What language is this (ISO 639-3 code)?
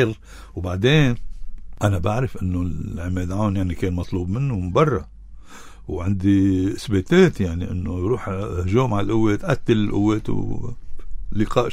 apc